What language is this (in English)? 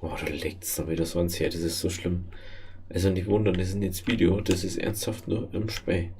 Bavarian